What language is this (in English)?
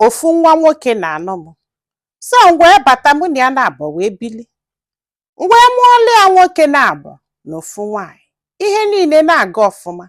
Igbo